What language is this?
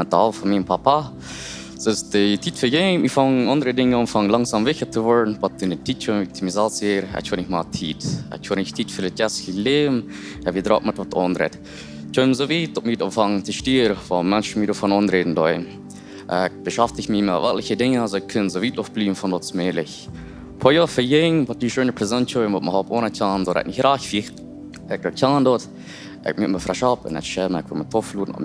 Plautdietsch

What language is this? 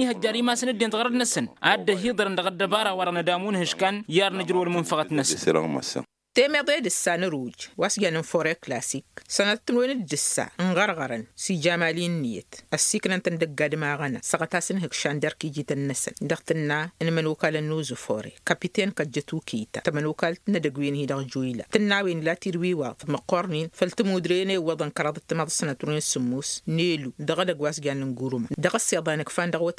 Tamasheq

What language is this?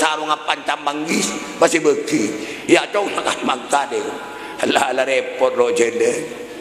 Madurese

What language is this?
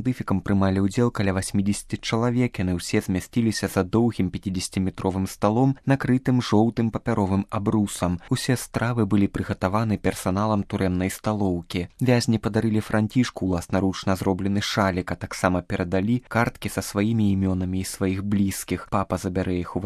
Belarusian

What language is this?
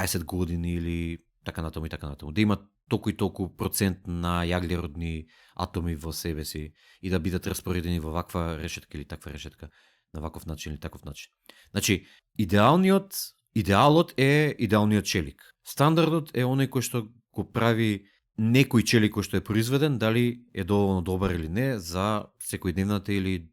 Macedonian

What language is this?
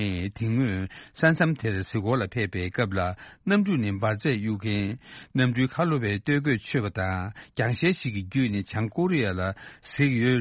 Tibetan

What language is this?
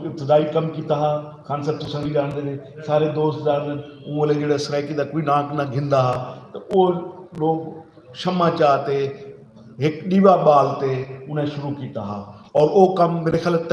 Saraiki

